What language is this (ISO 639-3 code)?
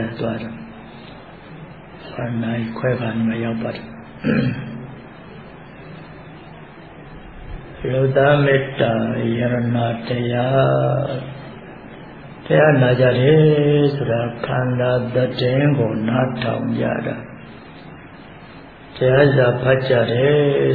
mya